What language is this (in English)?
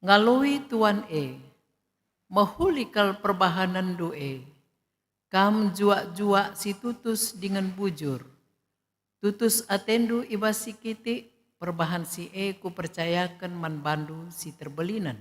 Batak Karo